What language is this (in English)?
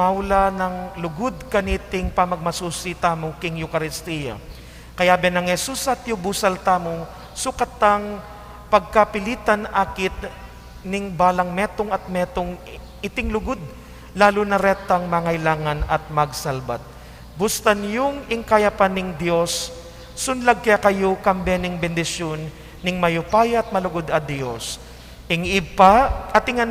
Pampanga